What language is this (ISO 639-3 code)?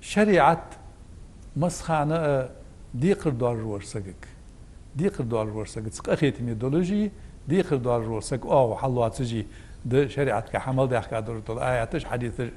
inh